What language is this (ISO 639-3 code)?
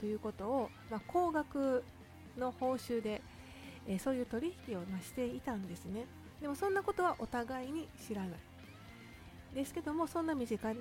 jpn